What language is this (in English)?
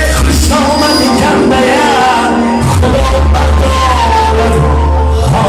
Tajik